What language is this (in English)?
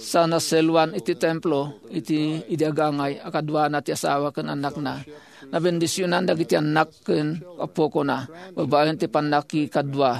Iloko